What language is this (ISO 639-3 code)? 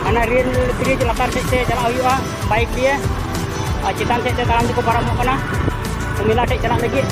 sat